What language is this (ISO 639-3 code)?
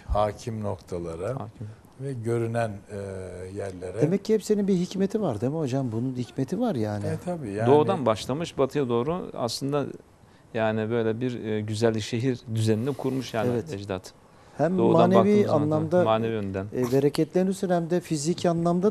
tur